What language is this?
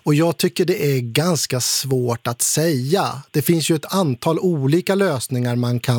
Swedish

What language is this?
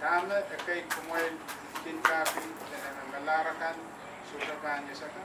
Pohnpeian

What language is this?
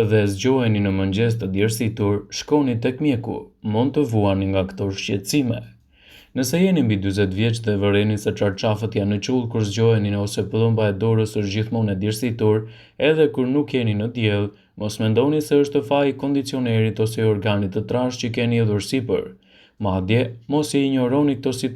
Albanian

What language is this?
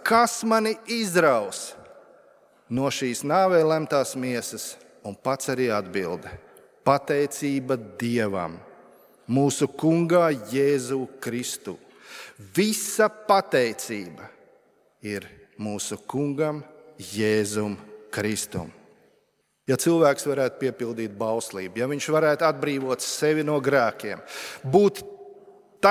Latvian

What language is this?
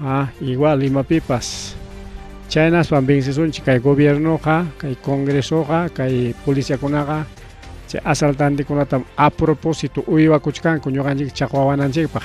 Ayacucho Quechua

